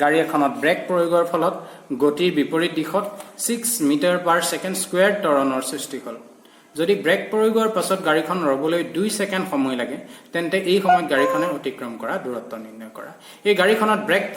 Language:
Assamese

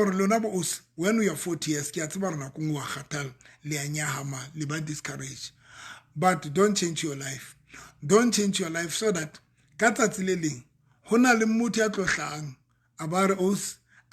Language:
Southern Sotho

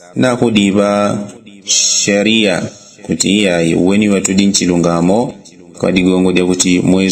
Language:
Yao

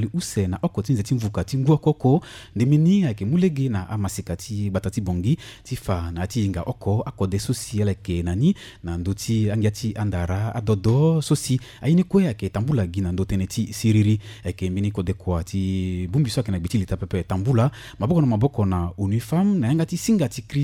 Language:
Sango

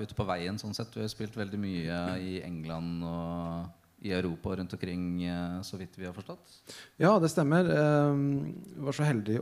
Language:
Norwegian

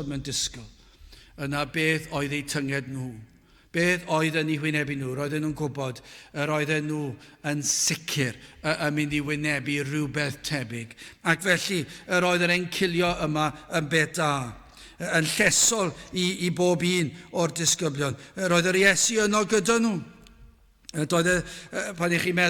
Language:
Welsh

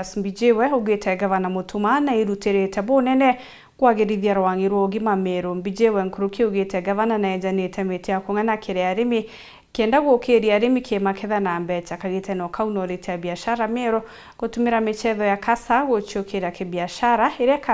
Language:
Meru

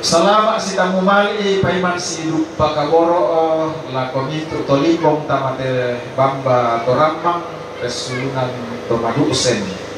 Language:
Toraja-Sa'dan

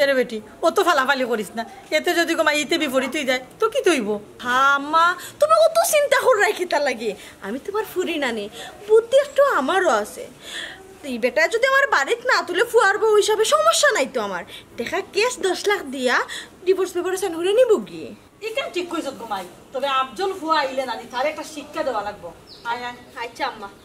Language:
Sylheti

